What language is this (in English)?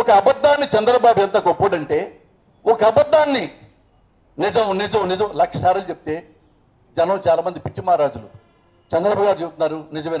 Telugu